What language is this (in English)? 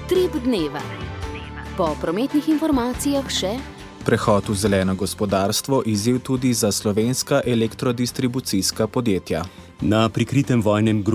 Slovenian